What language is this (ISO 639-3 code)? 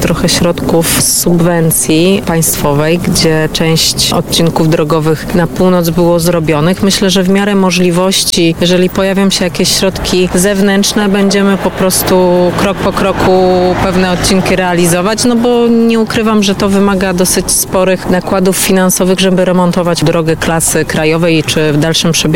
pol